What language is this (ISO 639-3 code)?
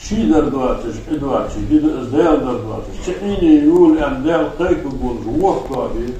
inh